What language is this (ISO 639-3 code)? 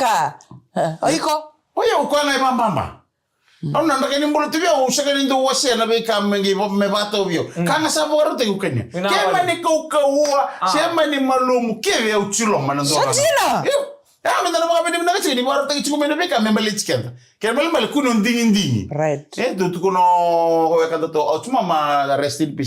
fij